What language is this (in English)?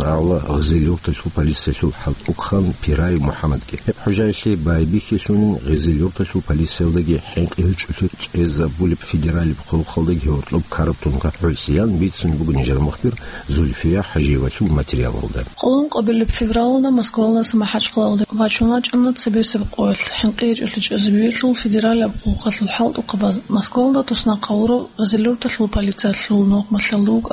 Avaric